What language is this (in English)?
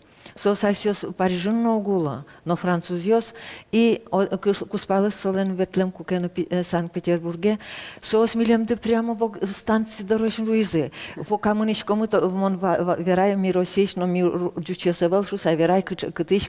Udmurt